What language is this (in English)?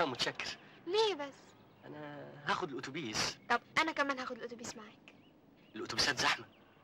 Egyptian Arabic